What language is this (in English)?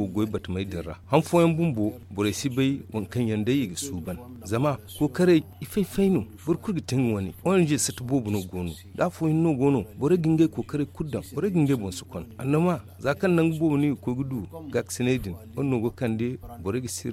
Zarma